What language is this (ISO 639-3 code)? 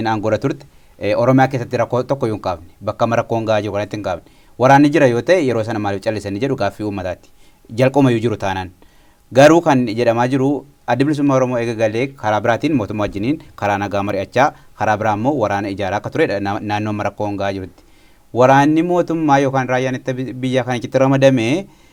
orm